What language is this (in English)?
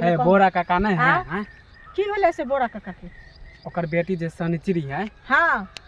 Maithili